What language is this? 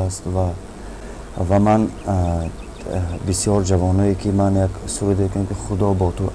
Tajik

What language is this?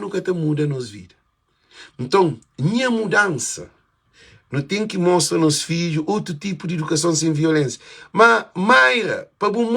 Kabuverdianu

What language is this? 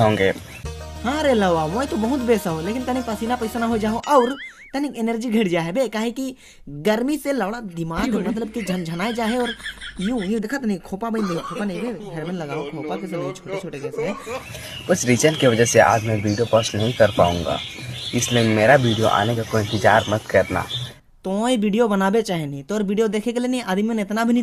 Sadri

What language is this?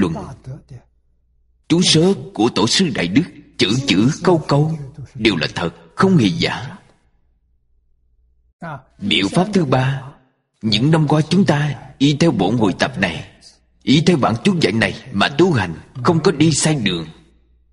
Vietnamese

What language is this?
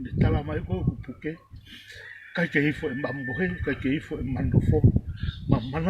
Tongan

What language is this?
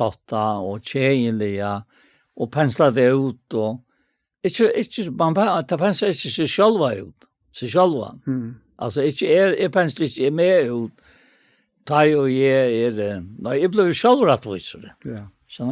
Faroese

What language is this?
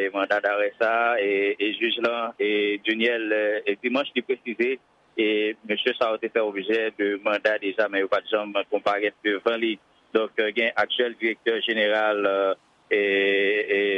Haitian Creole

